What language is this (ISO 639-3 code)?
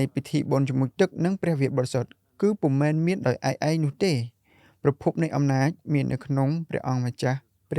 khm